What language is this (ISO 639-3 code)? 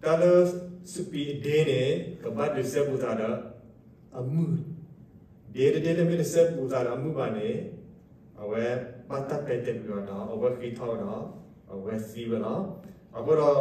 ksw